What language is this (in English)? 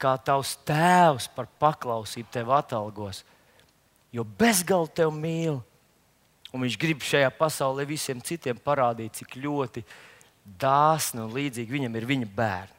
Latvian